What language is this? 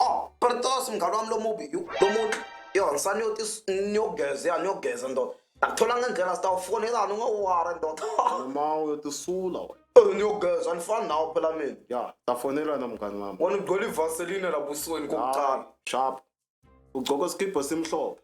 Zulu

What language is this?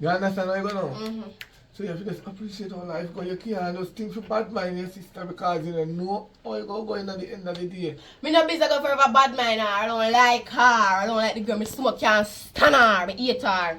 Jamaican Creole English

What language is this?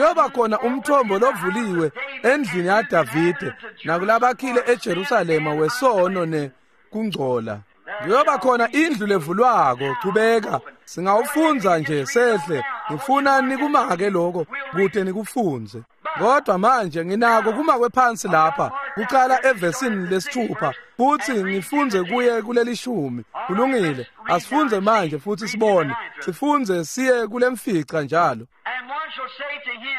Swati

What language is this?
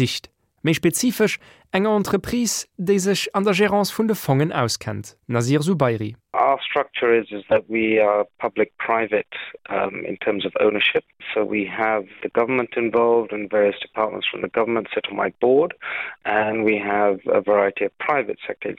Luxembourgish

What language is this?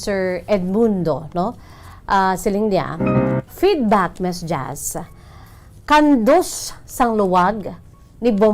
Hiligaynon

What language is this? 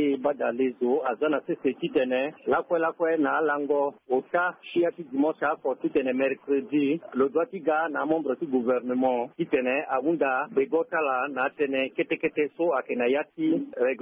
Sango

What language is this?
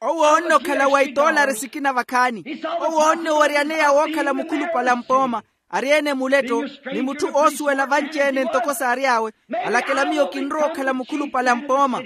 Makhuwa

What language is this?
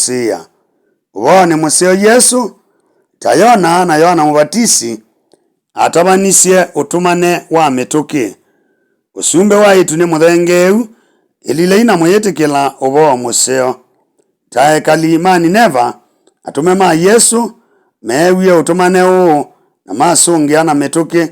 Kamba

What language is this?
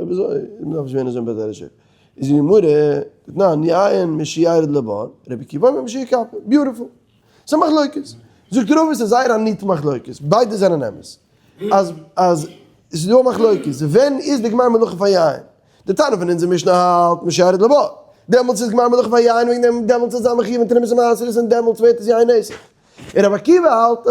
Yiddish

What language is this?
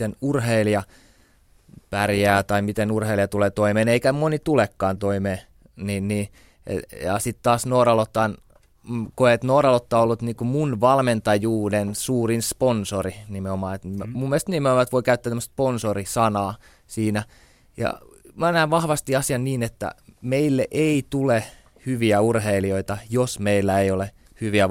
Finnish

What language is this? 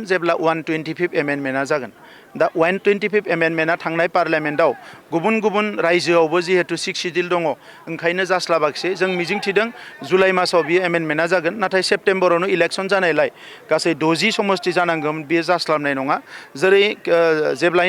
Bodo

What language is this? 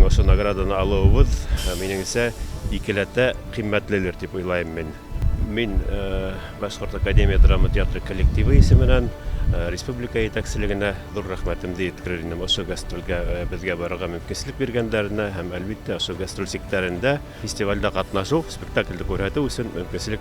Bashkir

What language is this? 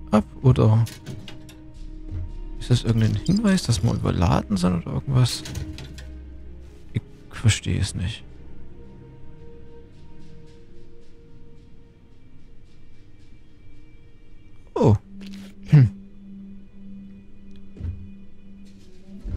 German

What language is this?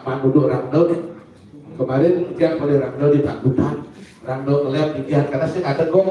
Balinese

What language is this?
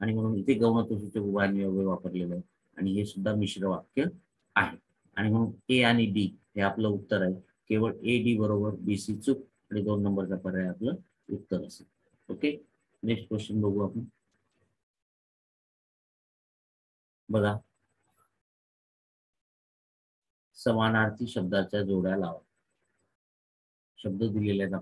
Marathi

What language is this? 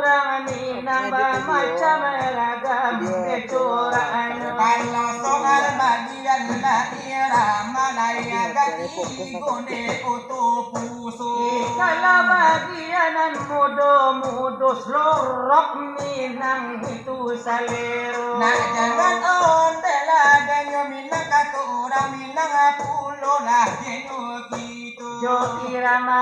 Minangkabau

